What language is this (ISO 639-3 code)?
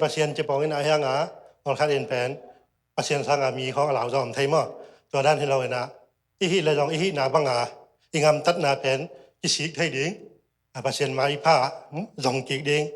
ctd